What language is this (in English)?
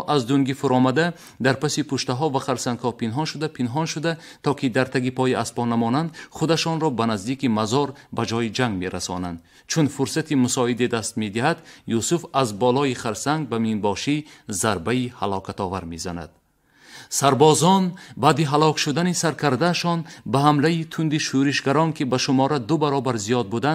Tajik